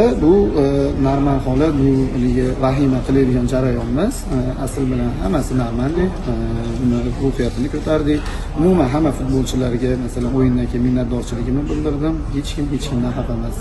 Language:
Uzbek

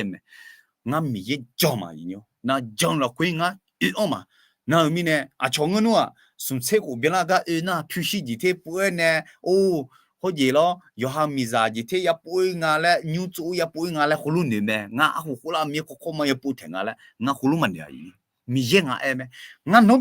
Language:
Akha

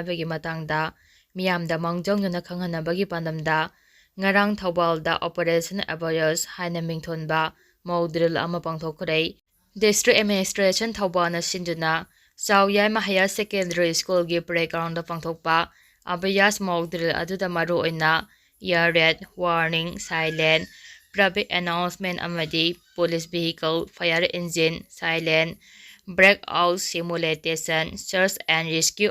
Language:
Manipuri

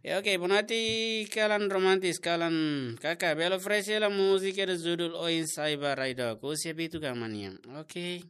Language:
Tetum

